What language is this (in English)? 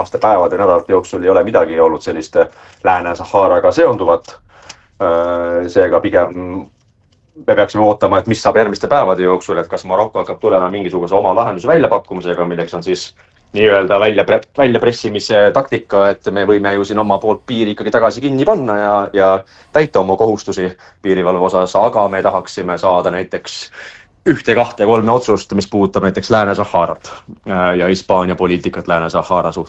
Estonian